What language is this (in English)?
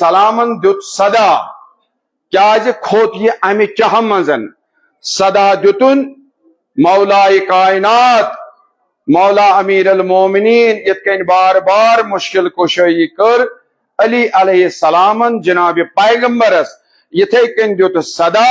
Kashmiri